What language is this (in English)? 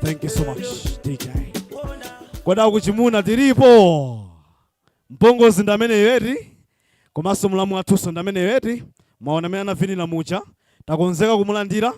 Nyanja